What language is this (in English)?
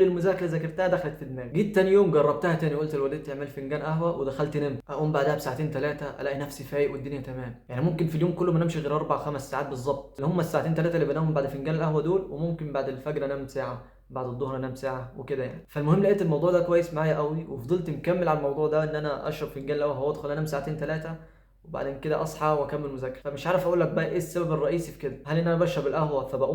Egyptian Arabic